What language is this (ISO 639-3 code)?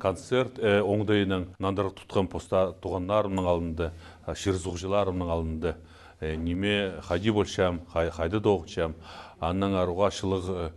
kjh